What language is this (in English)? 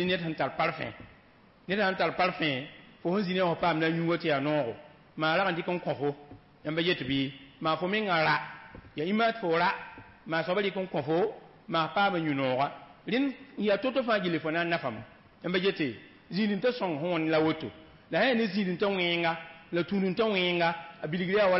Mossi